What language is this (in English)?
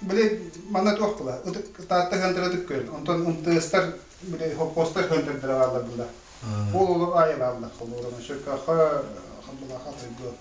Yakut